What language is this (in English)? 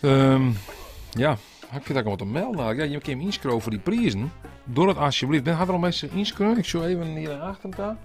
Western Frisian